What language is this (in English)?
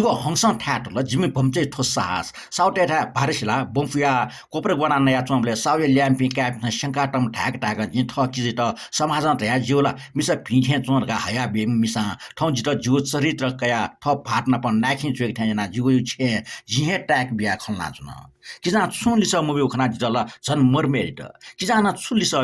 Newari